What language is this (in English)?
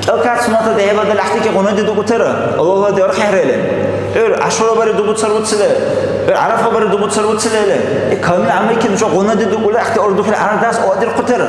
Dargwa